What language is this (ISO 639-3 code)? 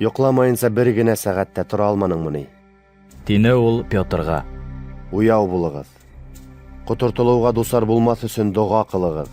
bak